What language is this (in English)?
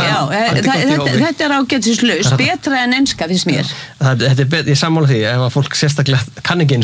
Icelandic